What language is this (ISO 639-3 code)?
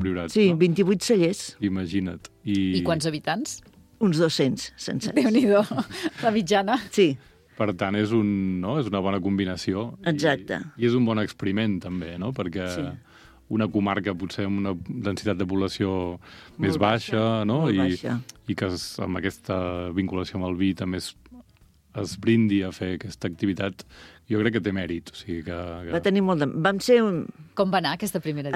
cat